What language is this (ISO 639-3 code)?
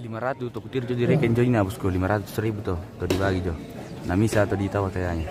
sda